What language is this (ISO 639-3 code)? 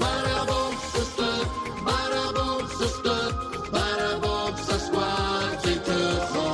abk